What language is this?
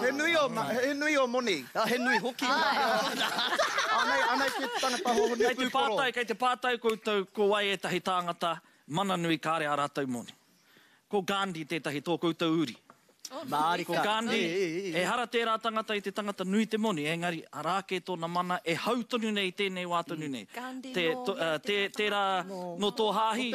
Māori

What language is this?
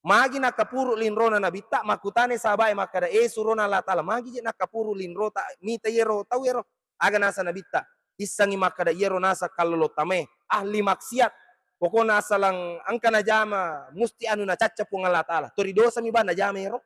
Buginese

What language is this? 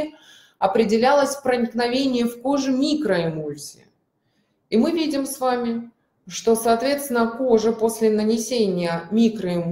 Russian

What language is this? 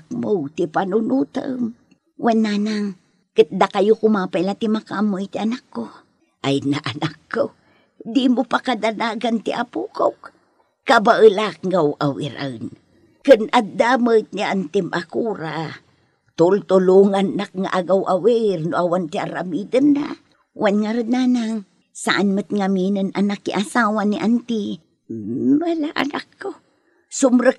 Iloko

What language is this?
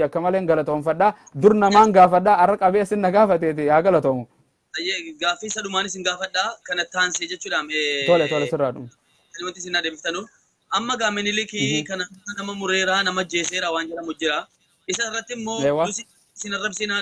Oromo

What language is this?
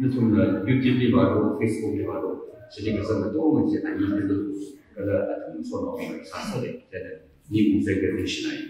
Tangkhul Naga (India)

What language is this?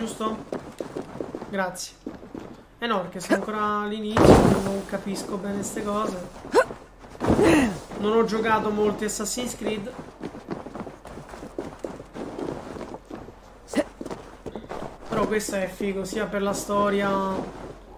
Italian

